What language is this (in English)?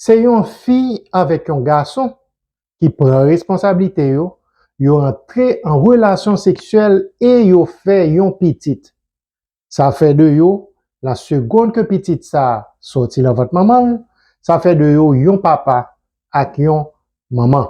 Haitian Creole